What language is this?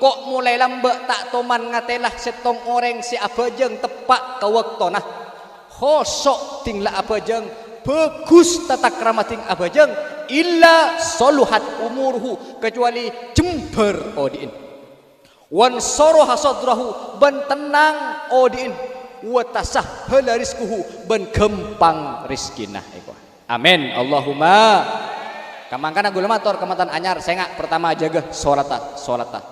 Madurese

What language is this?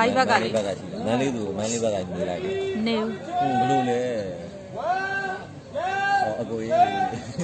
Burmese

